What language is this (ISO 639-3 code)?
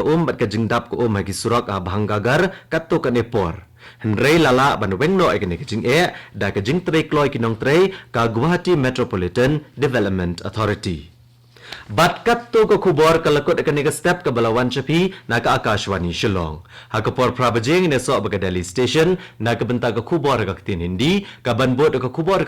kha